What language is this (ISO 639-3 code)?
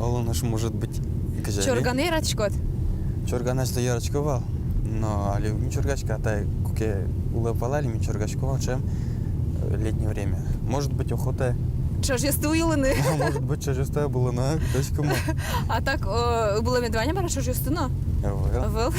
udm